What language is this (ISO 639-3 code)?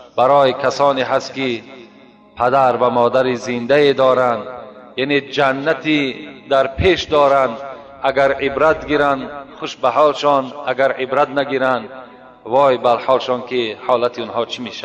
tgk